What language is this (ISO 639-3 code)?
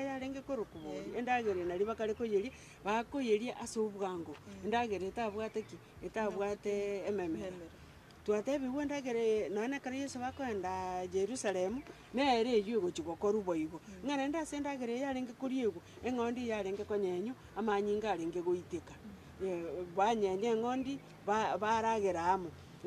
guz